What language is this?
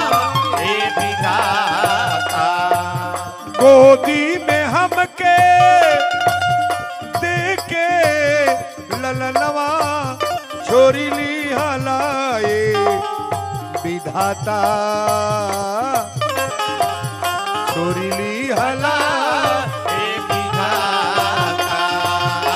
Bhojpuri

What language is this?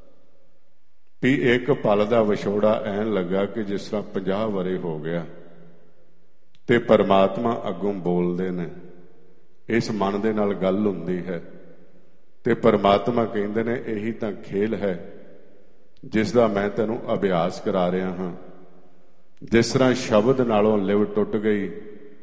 Punjabi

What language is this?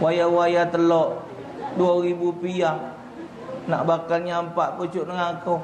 Musi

